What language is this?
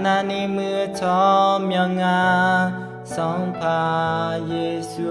Akha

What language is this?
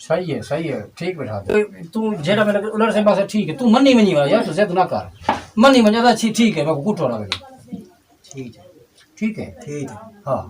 Saraiki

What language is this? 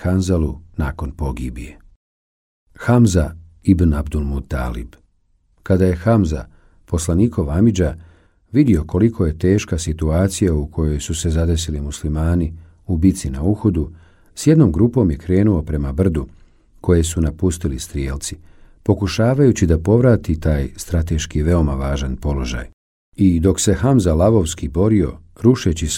Bosnian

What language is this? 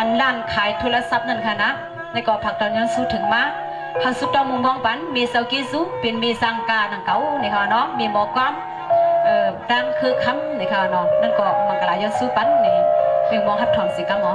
Shan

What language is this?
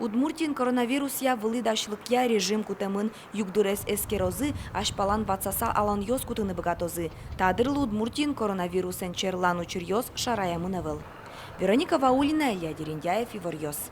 Udmurt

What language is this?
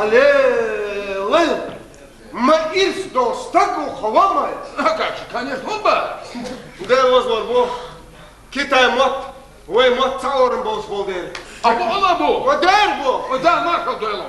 Chechen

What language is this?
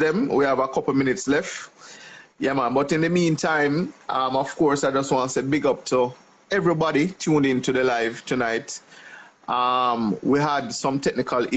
Jamaican Creole English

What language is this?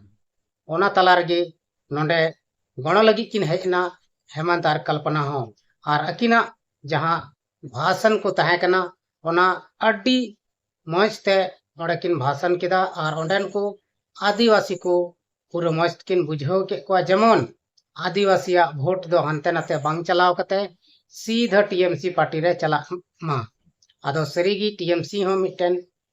Santali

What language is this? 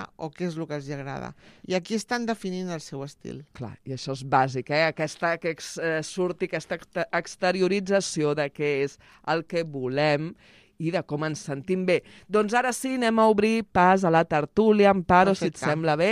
Catalan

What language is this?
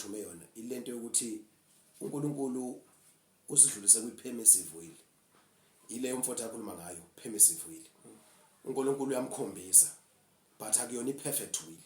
Zulu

